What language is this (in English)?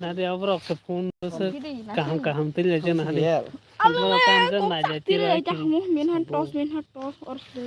Kok Borok